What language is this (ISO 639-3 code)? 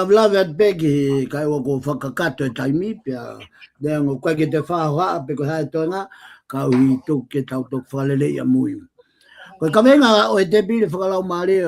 ton